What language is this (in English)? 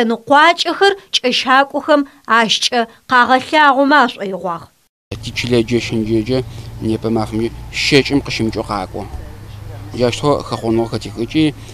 Adyghe